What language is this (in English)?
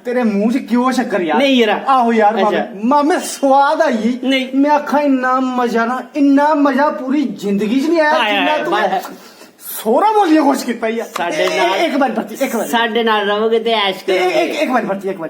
Dogri